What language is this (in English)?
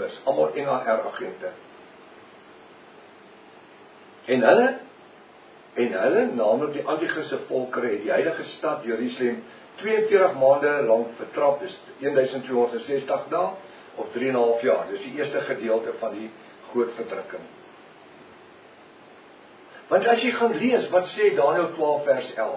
Afrikaans